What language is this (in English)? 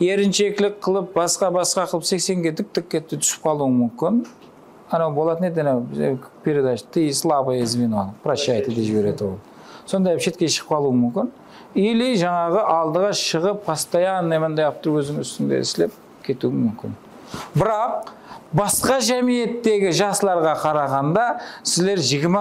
Kara-Kalpak